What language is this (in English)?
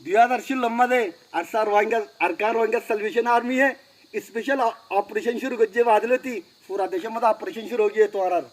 Rohingya